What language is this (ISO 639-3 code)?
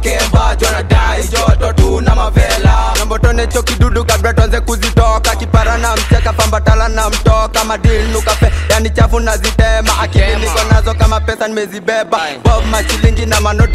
swa